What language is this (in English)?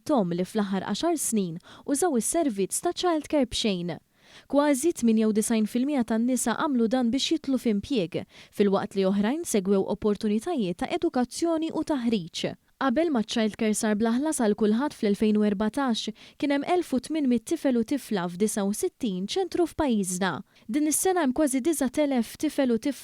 Maltese